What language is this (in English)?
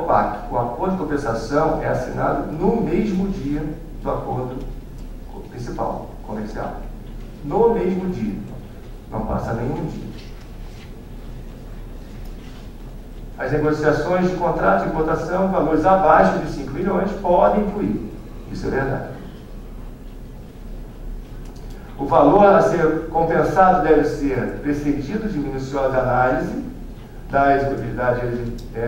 Portuguese